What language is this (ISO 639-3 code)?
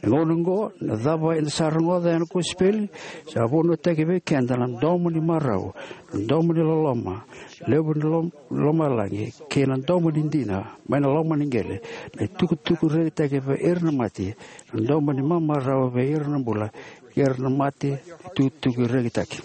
fij